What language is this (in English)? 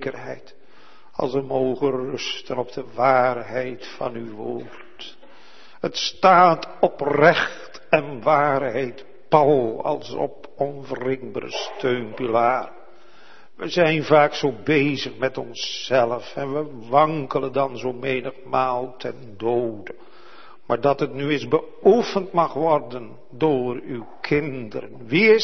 Dutch